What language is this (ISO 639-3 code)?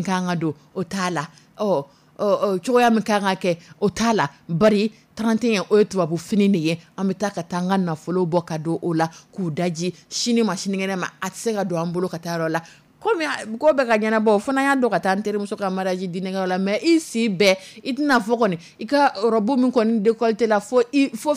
dyu